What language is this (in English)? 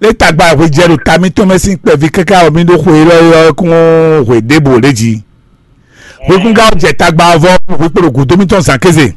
Fon